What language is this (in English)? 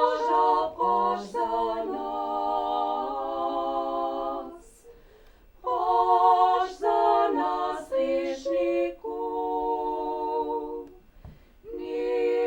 Upper Sorbian